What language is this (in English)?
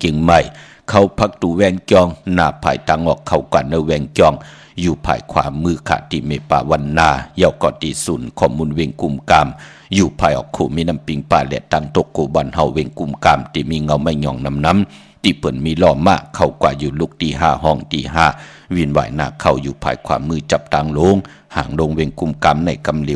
Shan